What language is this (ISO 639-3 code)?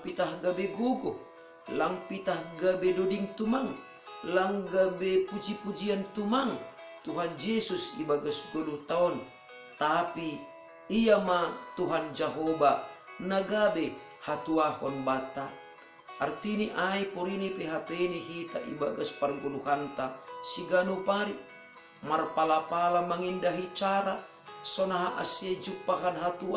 bts